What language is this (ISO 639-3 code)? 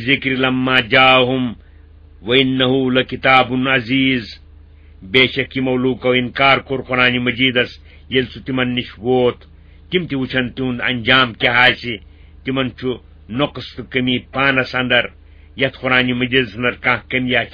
kas